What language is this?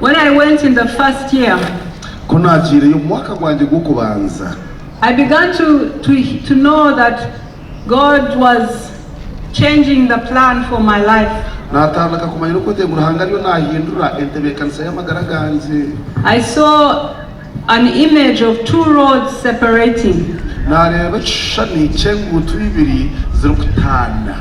Nyankole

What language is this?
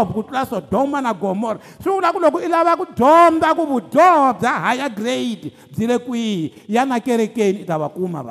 Tsonga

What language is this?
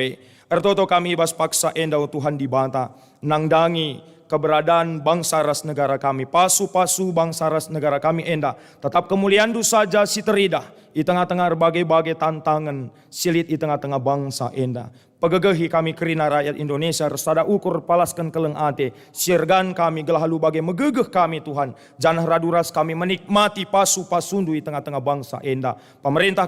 Batak Karo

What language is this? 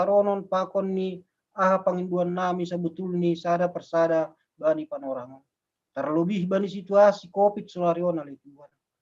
Batak Simalungun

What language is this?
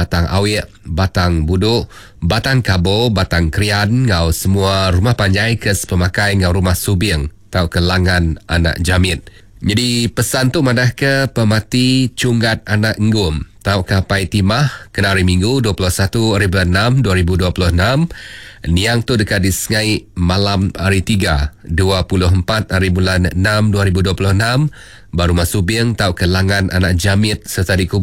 Iban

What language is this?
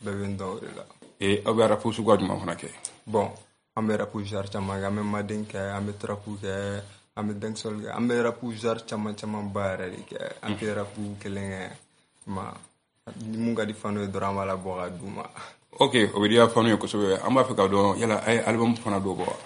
Bambara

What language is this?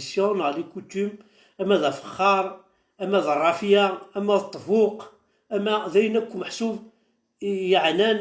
Kabyle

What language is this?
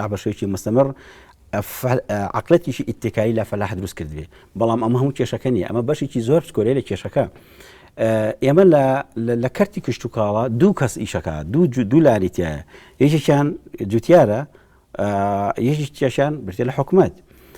Central Kurdish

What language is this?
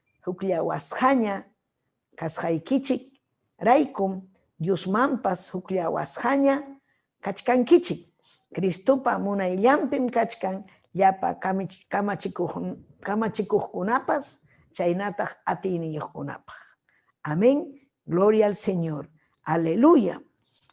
Ayacucho Quechua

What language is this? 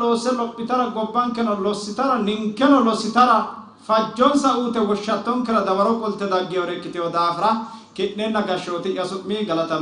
Sidamo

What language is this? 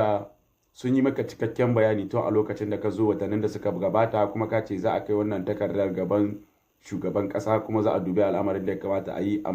Hausa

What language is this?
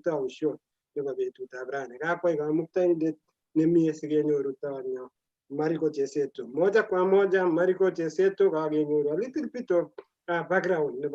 Kalenjin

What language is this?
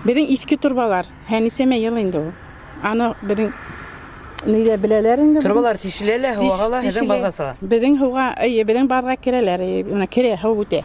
Bashkir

